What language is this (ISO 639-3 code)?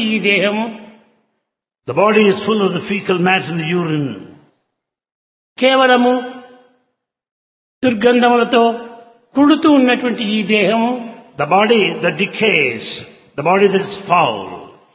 tel